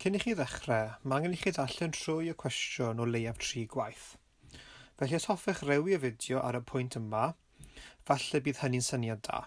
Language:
Welsh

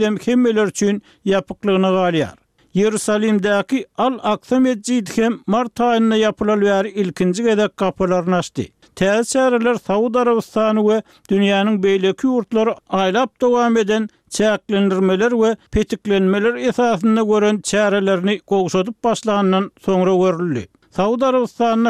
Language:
Turkmen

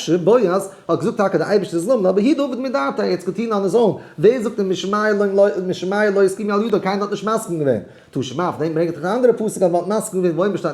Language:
Yiddish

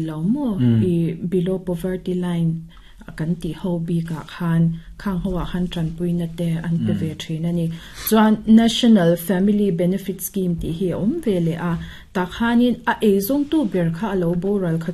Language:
Mizo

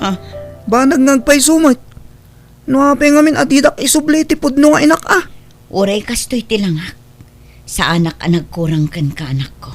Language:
Iloko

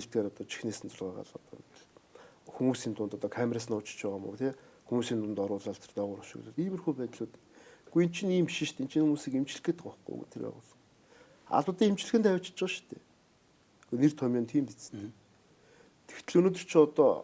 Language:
Mongolian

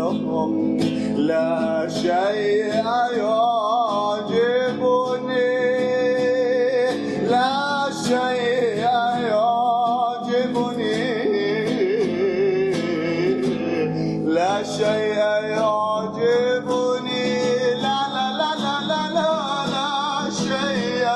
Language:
Arabic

